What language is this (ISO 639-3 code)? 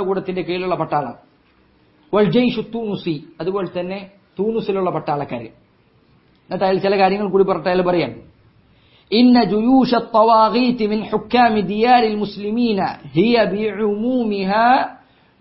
mal